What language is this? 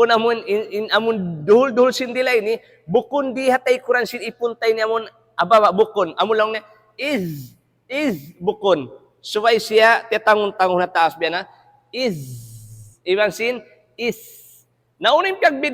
Tausug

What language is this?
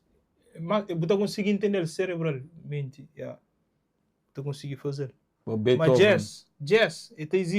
Kabuverdianu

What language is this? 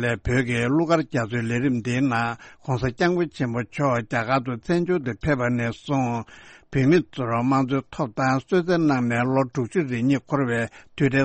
Tibetan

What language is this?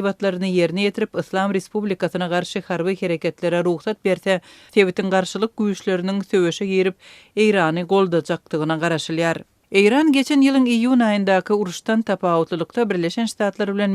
Turkmen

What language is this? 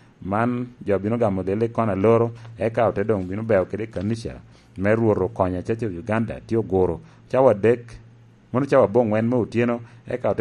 Lango (Uganda)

